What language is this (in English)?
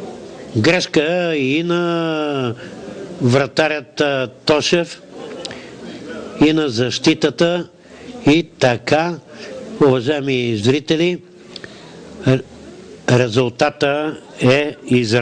Bulgarian